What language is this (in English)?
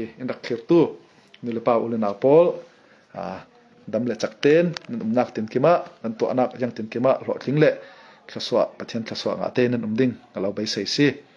Falam Chin